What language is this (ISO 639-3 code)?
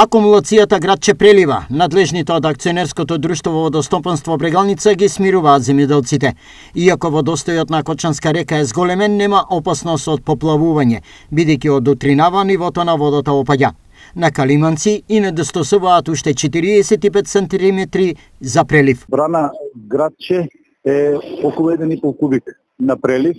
mkd